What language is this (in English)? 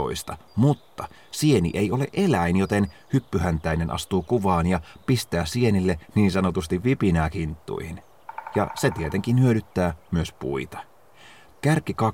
Finnish